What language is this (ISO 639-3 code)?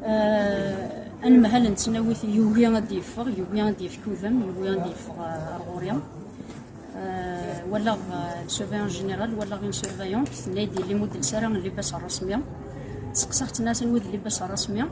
kab